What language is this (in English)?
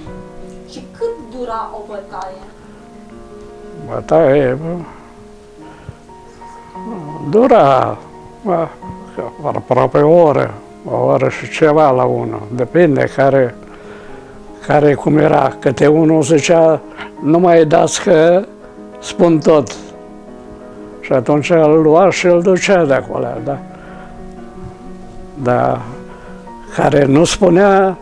Romanian